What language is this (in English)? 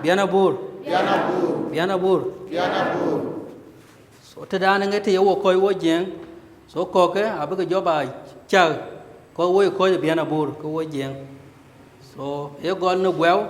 Dinka